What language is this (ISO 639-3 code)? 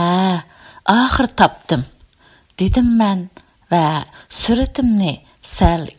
uig